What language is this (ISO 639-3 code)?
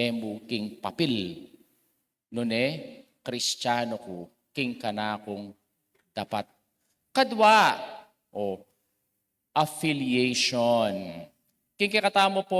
pam